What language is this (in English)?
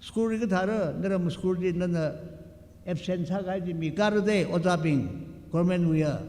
Tangkhul Naga (India)